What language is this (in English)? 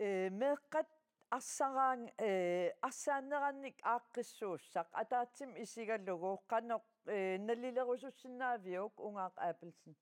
Kalaallisut